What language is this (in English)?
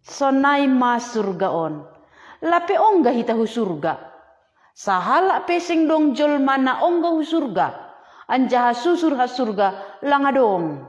Batak Simalungun